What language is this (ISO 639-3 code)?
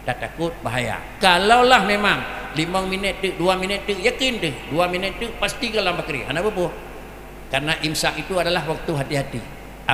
msa